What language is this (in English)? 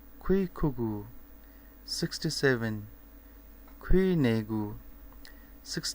Newari